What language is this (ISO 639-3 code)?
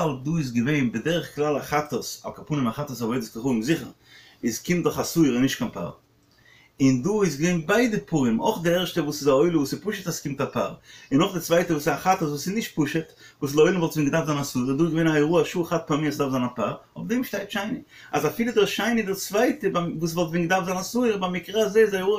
yid